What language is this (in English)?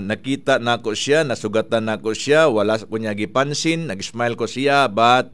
Cebuano